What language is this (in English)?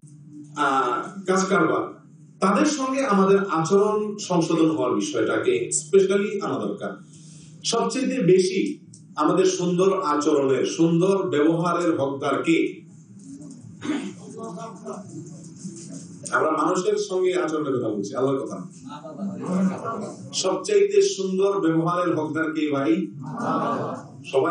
Bangla